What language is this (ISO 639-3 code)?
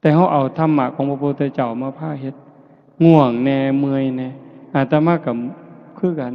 lao